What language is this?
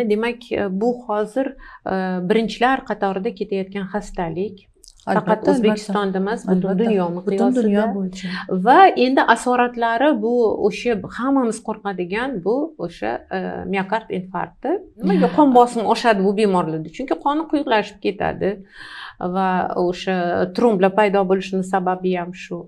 Uzbek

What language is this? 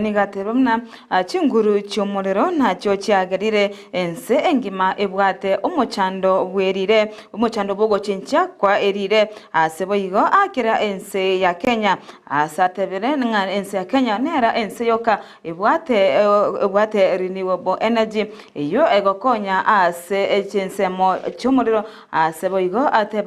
Gusii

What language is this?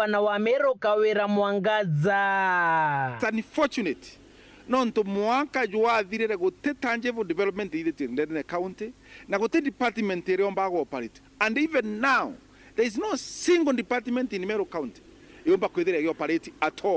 Meru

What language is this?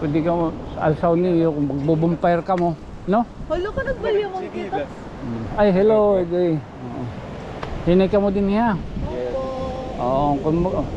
Waray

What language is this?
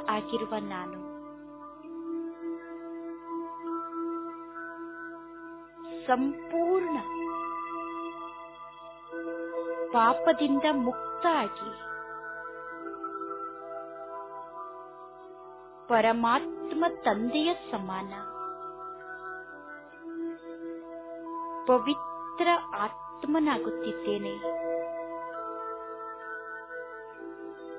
Kannada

